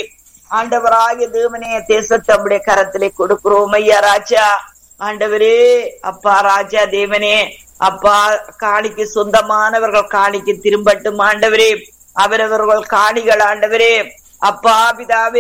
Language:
Tamil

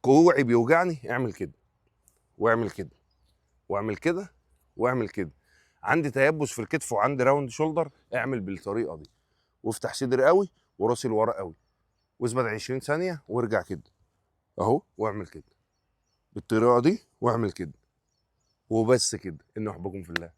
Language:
Egyptian Arabic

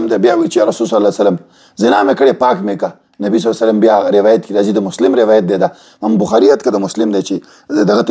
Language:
Pashto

